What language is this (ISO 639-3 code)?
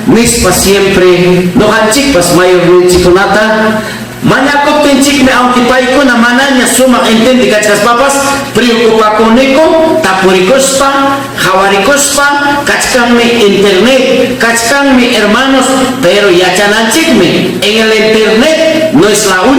quy